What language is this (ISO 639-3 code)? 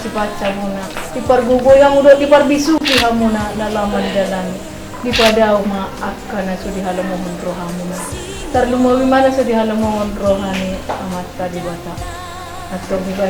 bbc